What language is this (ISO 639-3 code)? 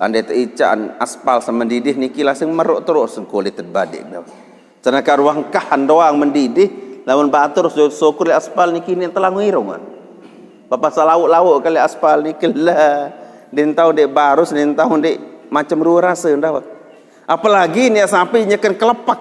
sas